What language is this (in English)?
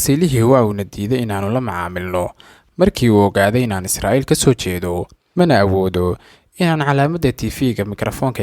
Somali